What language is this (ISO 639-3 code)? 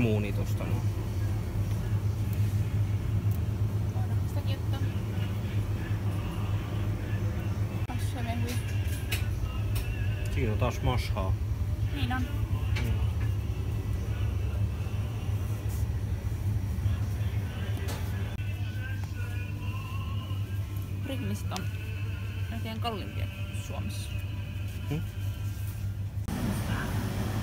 fin